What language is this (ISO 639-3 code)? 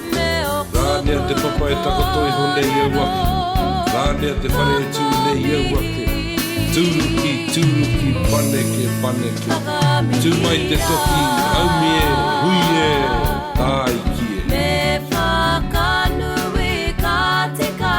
mri